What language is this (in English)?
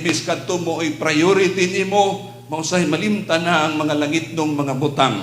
Cebuano